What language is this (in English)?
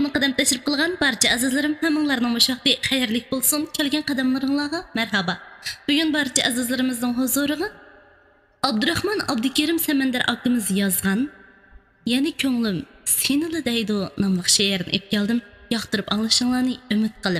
Uyghur